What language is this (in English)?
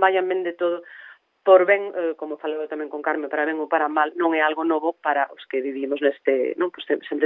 Galician